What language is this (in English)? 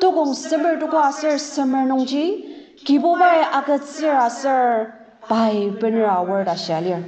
Ao Naga